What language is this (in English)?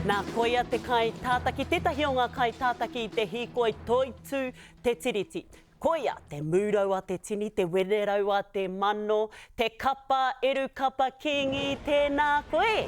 Māori